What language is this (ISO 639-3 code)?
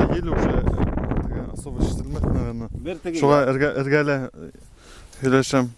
bak